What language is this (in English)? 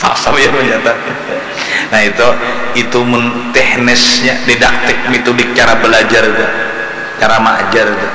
Banjar